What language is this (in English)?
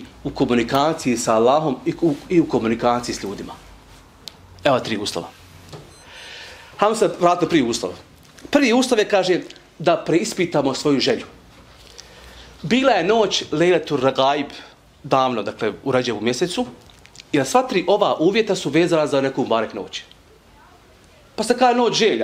Bosnian